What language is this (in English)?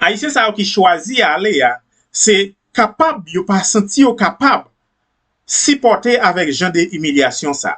Haitian Creole